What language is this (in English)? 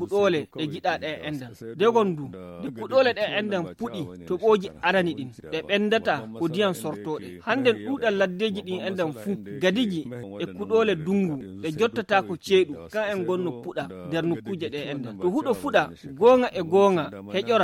Fula